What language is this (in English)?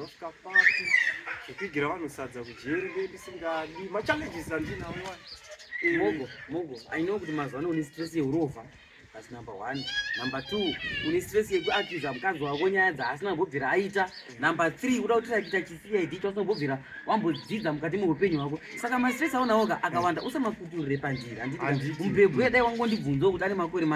Shona